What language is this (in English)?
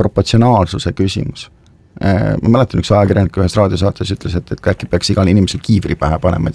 Estonian